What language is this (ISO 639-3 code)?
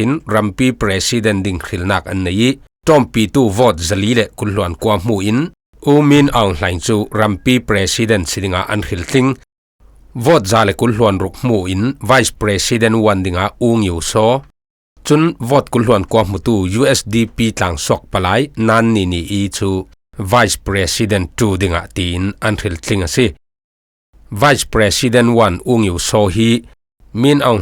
cfm